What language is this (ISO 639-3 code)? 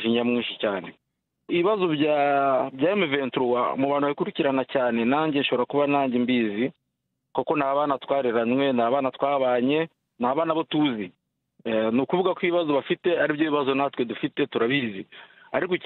kin